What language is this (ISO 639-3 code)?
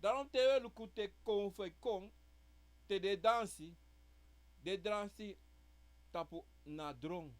srn